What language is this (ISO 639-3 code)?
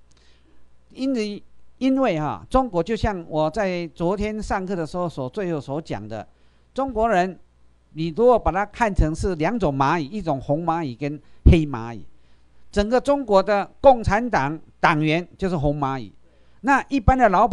zho